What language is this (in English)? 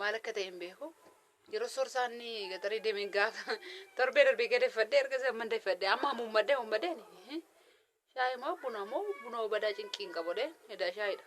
Oromo